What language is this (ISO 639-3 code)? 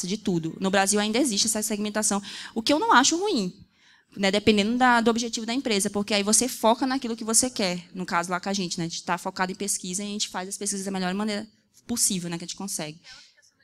por